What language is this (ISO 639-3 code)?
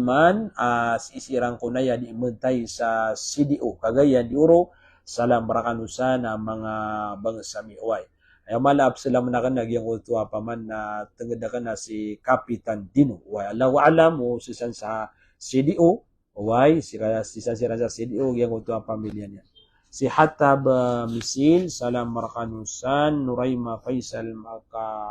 mrw